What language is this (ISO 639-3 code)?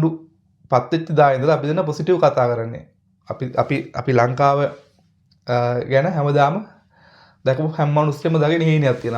sin